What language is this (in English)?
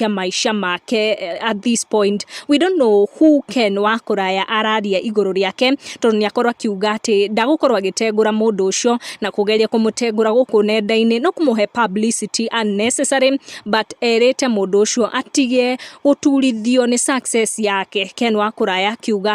Kikuyu